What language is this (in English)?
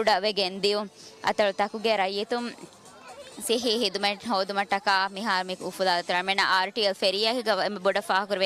Divehi